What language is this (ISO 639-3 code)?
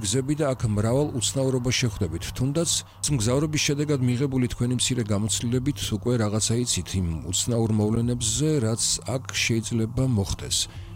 kat